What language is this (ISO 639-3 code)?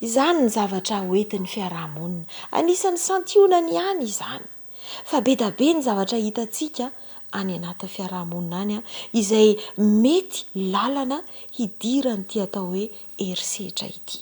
mlg